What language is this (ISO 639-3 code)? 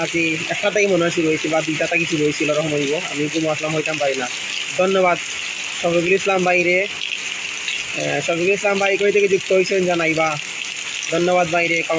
syl